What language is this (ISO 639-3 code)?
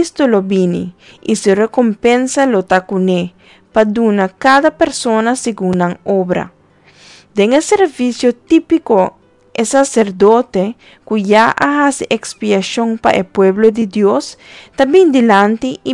pap